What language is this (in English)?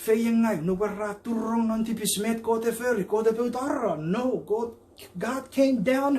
Chuukese